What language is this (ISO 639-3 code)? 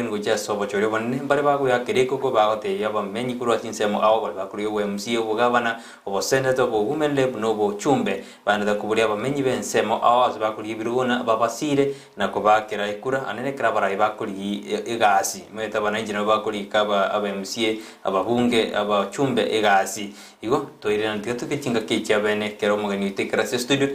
guz